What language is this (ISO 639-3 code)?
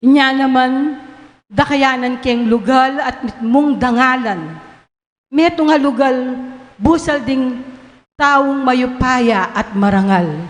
pam